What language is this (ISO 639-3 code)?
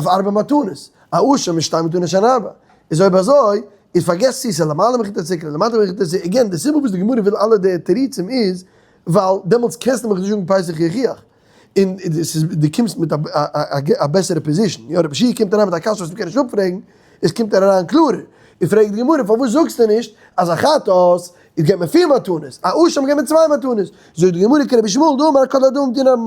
yid